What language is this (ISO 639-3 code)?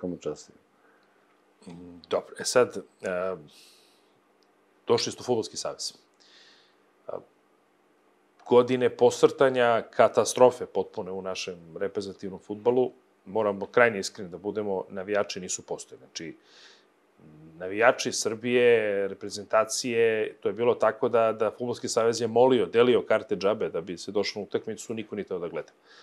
srp